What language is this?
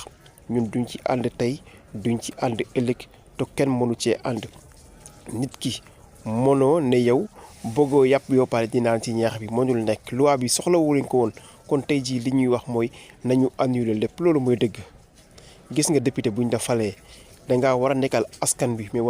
Wolof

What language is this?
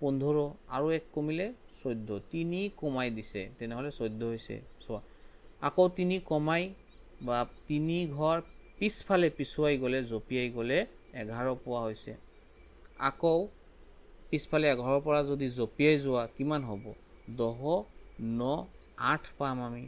Assamese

